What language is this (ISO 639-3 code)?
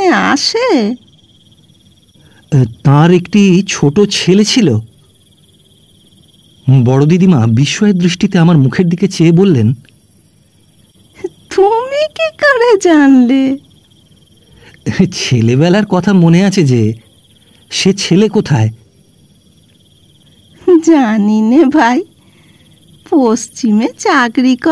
ben